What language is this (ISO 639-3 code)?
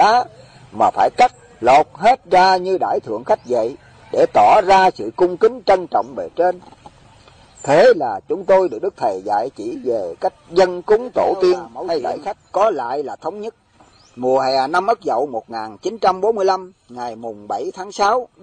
vie